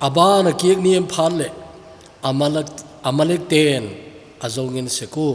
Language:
Thado Chin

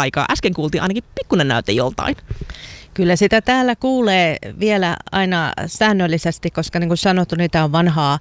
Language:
Finnish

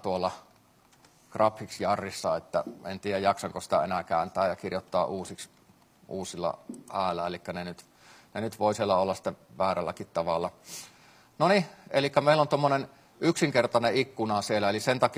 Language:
Finnish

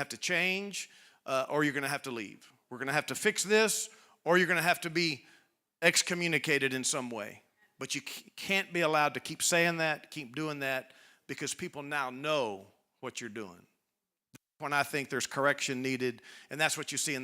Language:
English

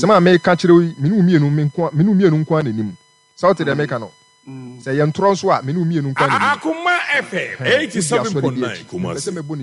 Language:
Akan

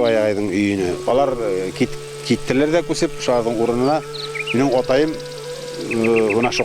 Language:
Bashkir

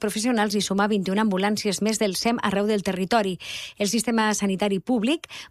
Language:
Catalan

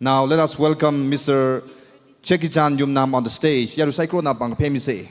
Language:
Tangkhul Naga (India)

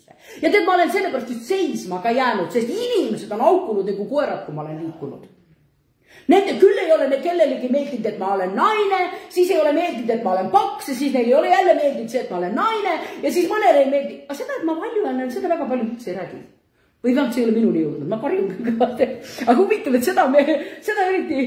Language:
Estonian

